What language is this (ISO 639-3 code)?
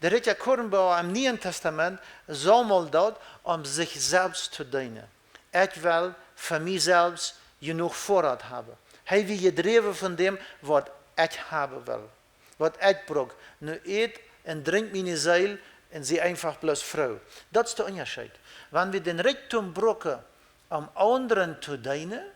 pdt